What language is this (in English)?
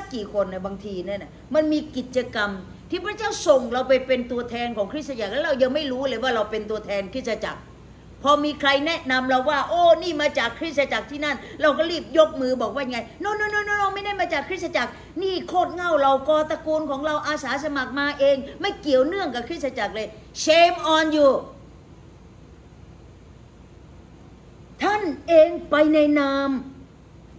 Thai